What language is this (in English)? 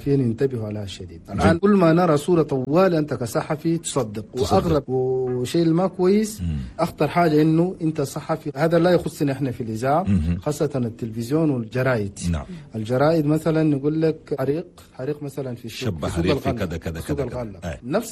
Chadian Arabic